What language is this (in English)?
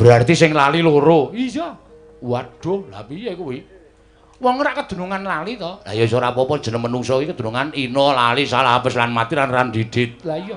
Javanese